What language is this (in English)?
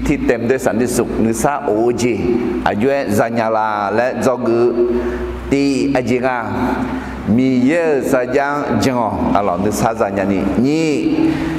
Akha